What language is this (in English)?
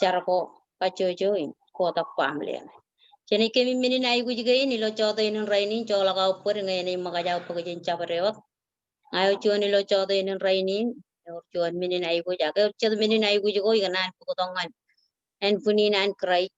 Marshallese